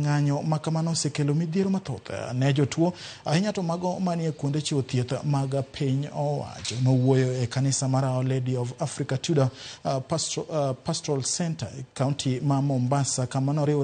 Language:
Luo (Kenya and Tanzania)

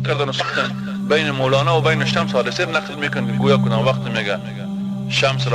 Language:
Persian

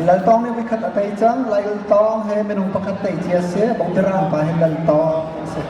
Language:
Hakha Chin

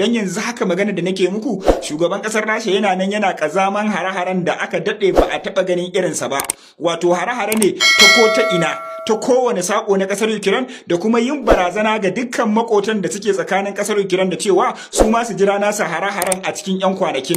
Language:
Hausa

